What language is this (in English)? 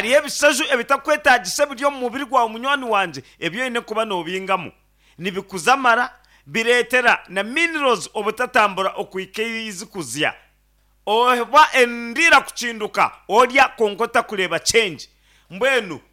Nyankole